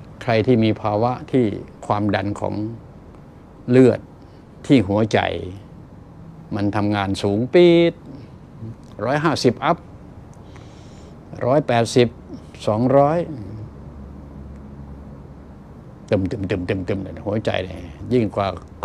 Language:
Thai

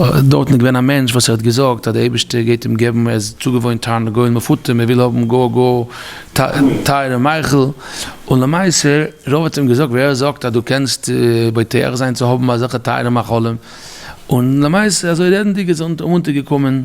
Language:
Yiddish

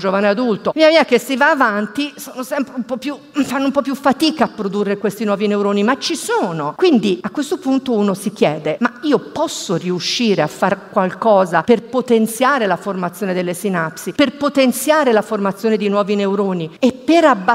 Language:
Italian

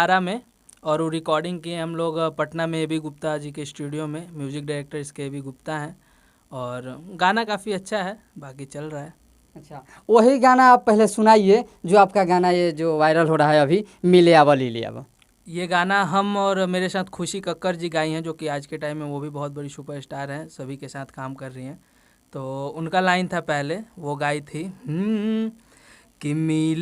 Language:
Bhojpuri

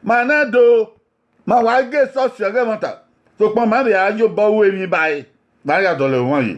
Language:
Bini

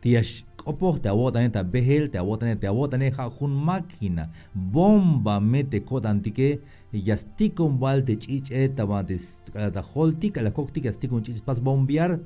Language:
Tzeltal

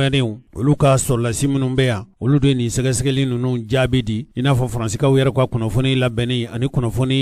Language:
Bambara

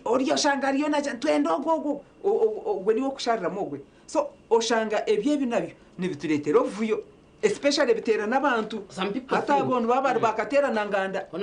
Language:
Nyankole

